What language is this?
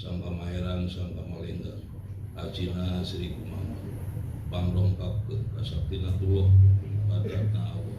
Sundanese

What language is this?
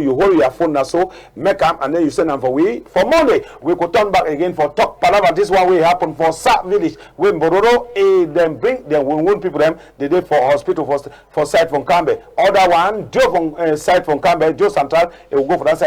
Cameroon Pidgin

